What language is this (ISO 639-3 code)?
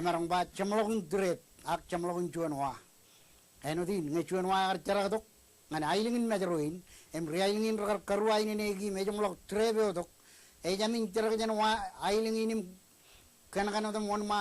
mah